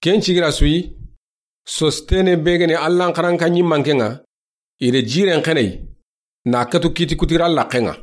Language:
Soninke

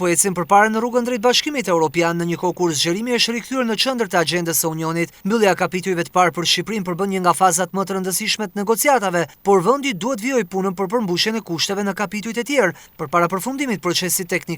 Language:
Albanian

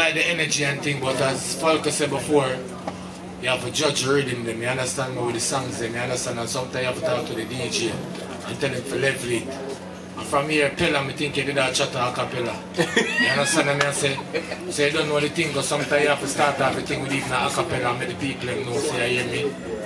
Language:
Jamaican Creole English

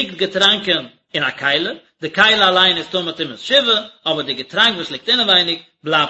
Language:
Yiddish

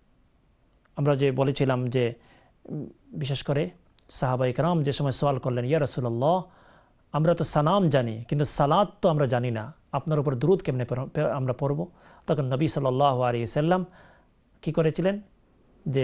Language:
Bangla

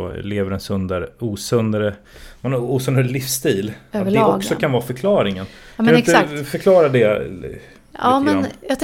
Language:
Swedish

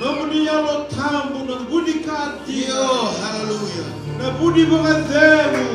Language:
Fijian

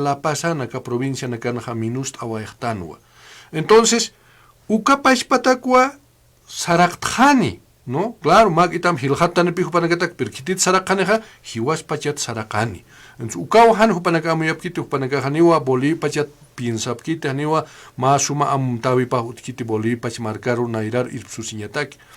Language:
Aymara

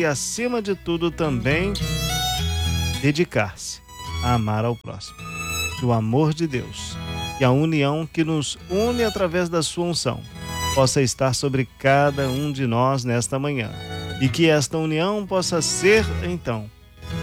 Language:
Portuguese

